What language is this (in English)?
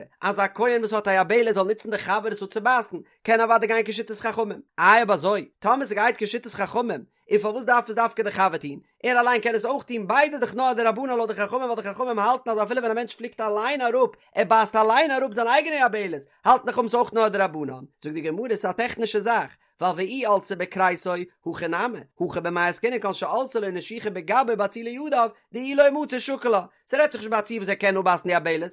Yiddish